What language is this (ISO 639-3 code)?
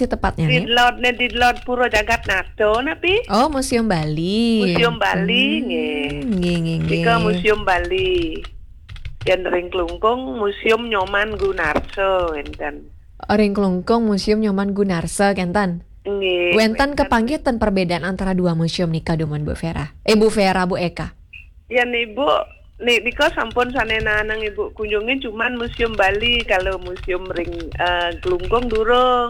ban